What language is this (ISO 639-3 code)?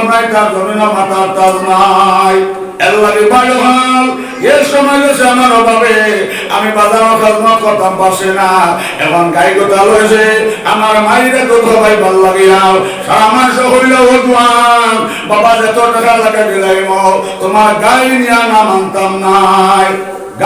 syl